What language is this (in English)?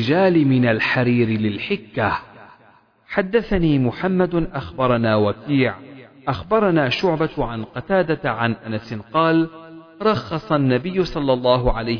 Arabic